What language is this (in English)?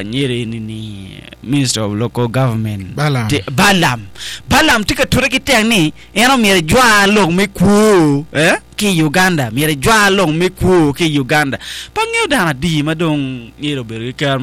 Acoli